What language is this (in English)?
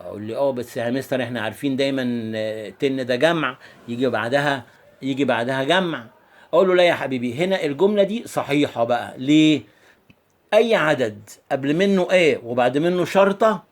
Egyptian Arabic